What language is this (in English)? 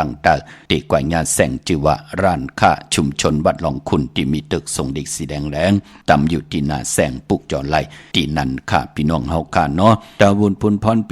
Shan